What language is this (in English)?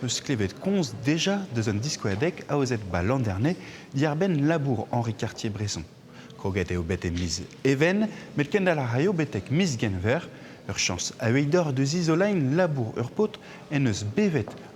Breton